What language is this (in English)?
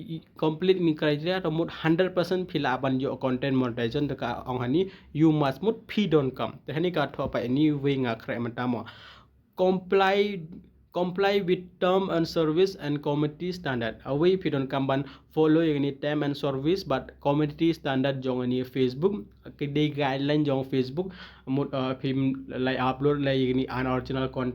Khasi